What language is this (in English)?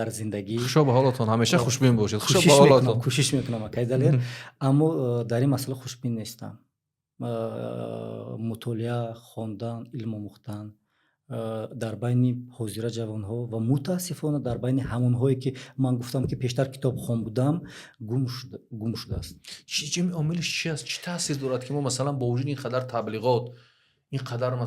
Tajik